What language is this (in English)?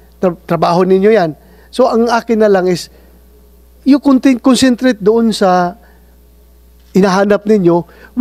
Filipino